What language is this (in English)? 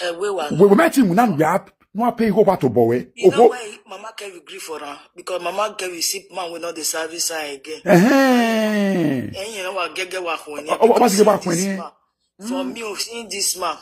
Nigerian Pidgin